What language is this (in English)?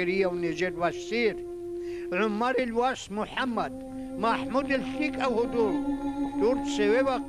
Avaric